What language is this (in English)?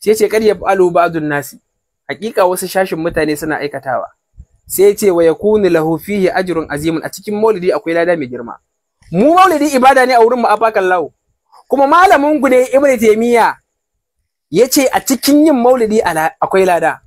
Hausa